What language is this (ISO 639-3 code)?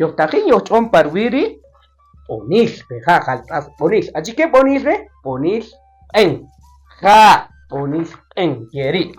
cak